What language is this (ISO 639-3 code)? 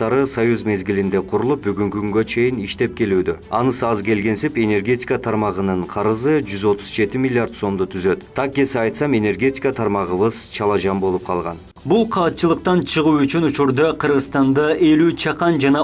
kir